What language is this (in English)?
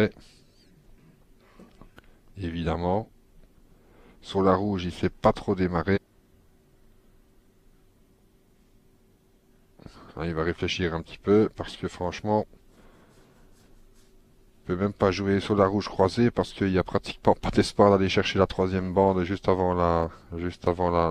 French